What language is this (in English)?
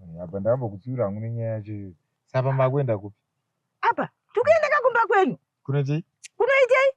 Shona